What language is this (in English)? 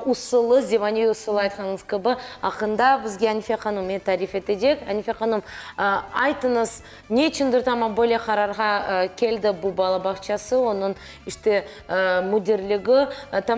Crimean Tatar